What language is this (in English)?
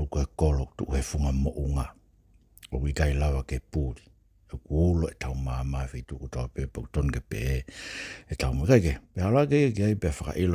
Tongan